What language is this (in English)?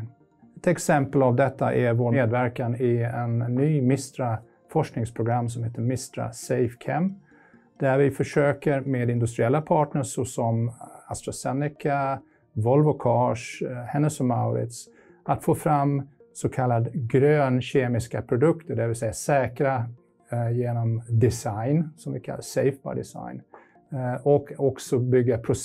Swedish